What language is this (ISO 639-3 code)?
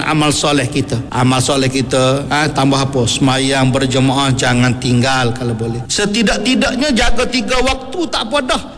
msa